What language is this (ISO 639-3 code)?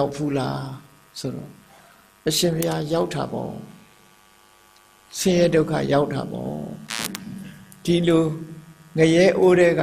mya